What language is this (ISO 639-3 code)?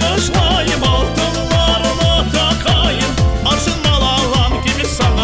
crh